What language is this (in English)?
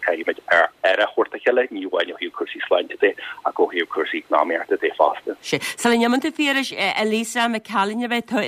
Irish